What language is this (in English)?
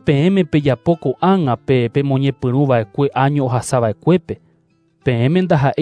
Guarani